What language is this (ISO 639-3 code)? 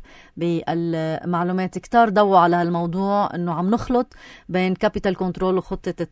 apc